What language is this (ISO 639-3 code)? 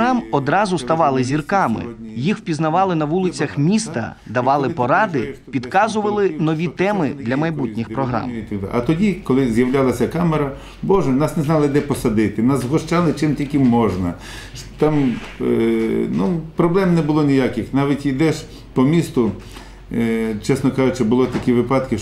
ukr